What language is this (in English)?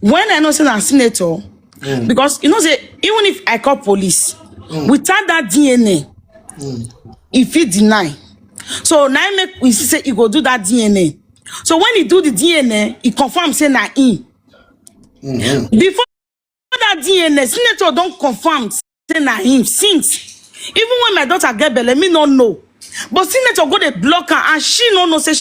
Nigerian Pidgin